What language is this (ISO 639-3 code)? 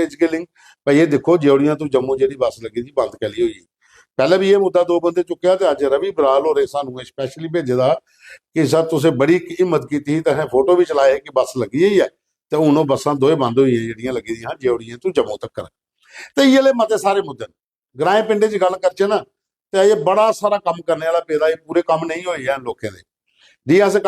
doi